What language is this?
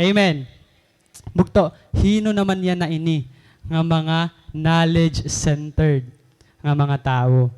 Waray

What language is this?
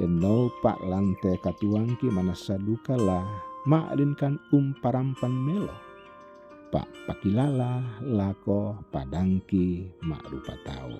Toraja-Sa'dan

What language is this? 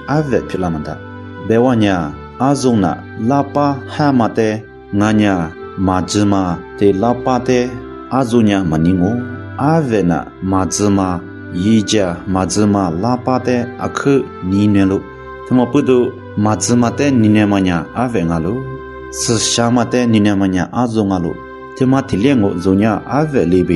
Lisu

